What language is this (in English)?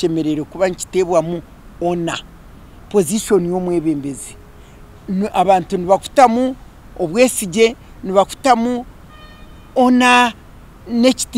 Nyankole